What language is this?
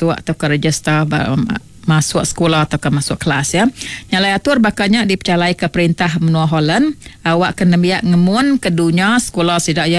Iban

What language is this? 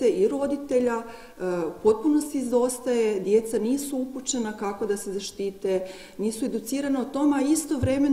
Croatian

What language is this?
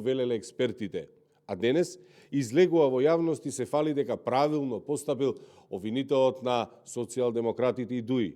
Macedonian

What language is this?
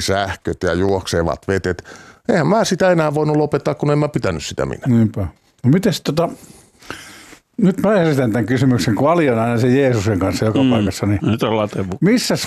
Finnish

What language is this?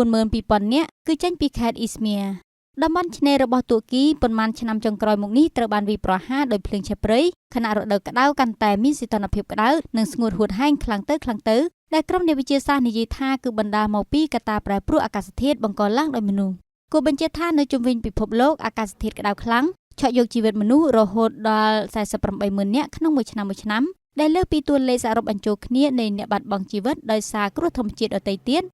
Khmer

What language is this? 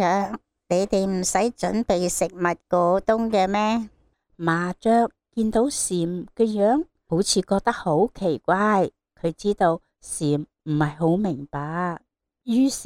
Cantonese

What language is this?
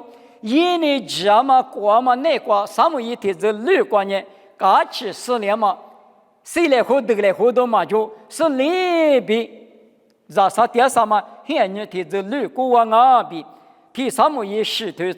Lisu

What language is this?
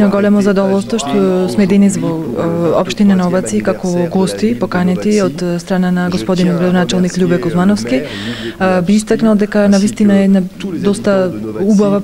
Macedonian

